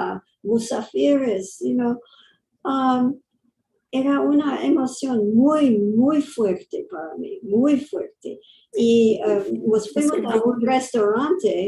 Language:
Ladino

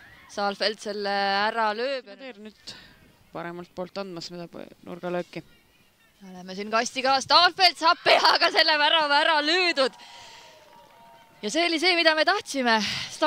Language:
Estonian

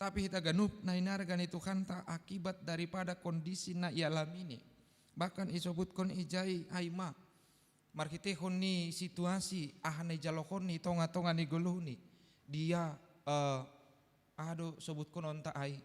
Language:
Batak Simalungun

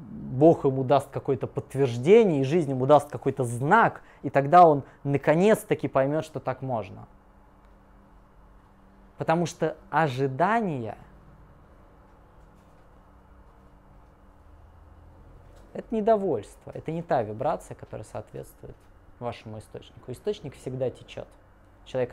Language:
Russian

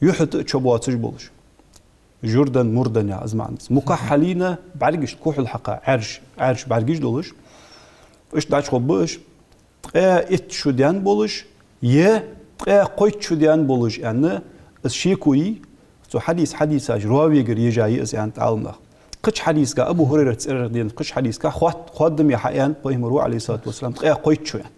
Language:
Ingush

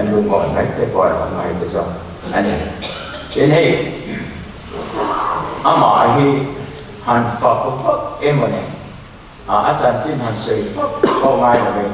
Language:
Mizo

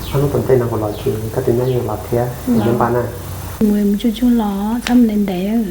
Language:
Hmong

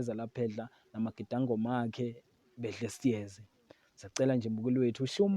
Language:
Zulu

